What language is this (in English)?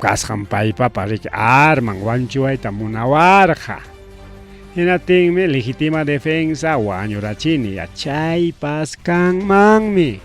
Ayacucho Quechua